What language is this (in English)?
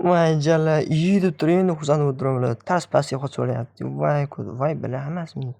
Uzbek